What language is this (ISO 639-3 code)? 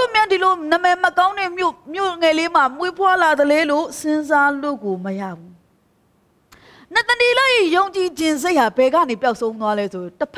mya